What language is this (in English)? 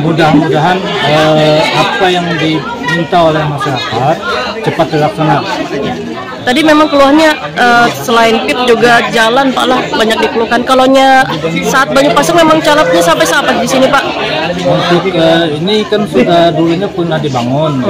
Banjar